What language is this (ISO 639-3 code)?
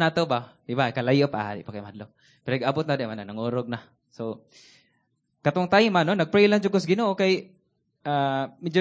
ceb